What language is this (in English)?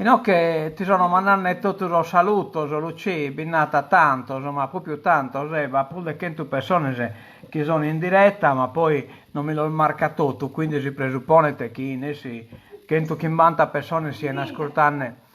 Sardinian